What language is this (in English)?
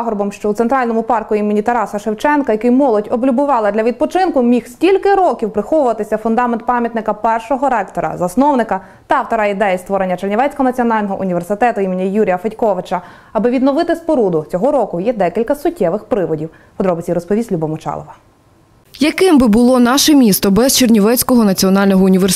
Ukrainian